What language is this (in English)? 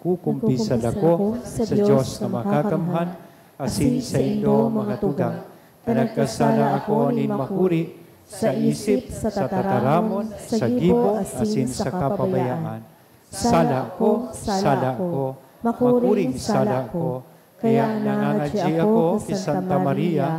Bikol